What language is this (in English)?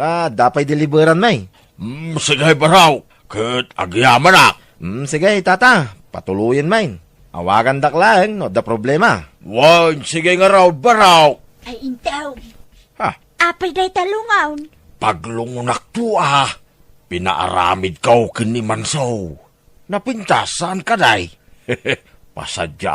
Iloko